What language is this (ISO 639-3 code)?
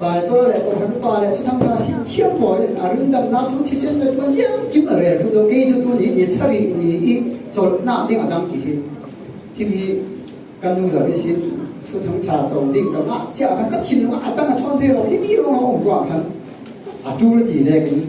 cfm